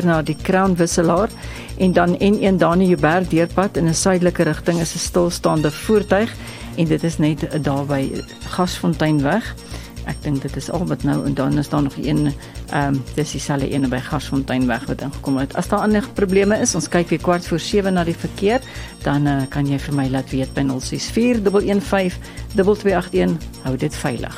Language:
Afrikaans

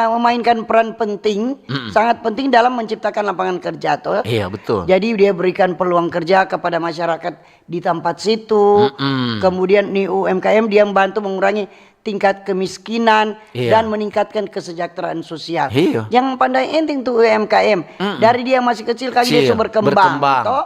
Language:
Manado Malay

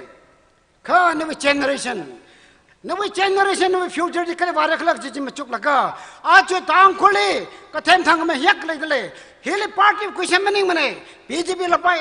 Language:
Tangkhul Naga (India)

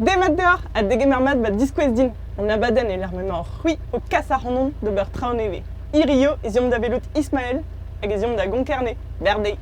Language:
Breton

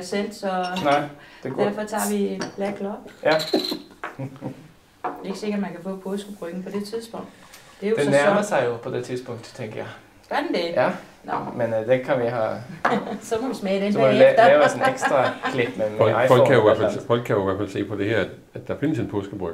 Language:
Danish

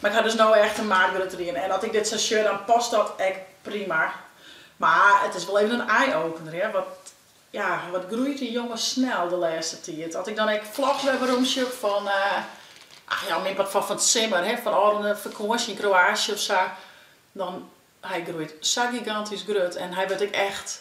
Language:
Western Frisian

